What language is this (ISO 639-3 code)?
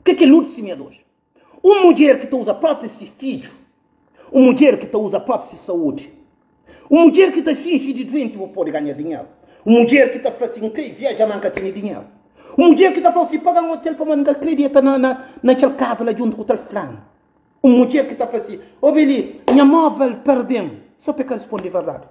kea